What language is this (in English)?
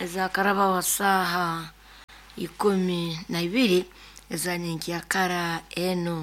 Nyoro